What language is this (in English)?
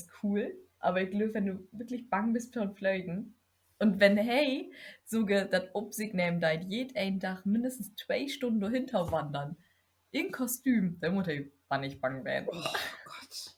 Low German